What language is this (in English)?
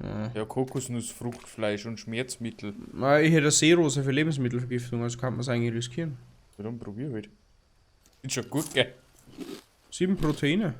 Bavarian